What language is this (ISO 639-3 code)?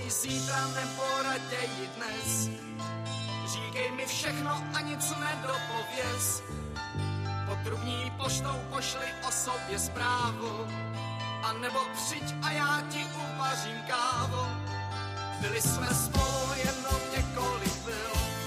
ces